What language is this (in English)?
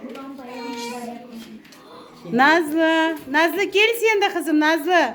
Crimean Tatar